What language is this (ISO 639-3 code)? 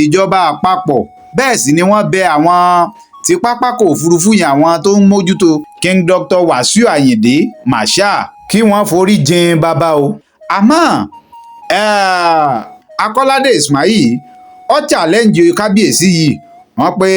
yor